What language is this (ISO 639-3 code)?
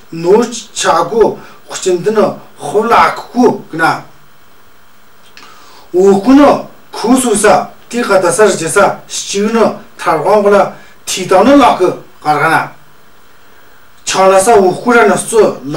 mjg